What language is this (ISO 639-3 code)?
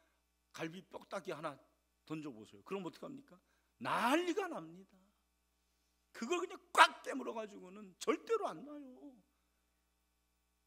kor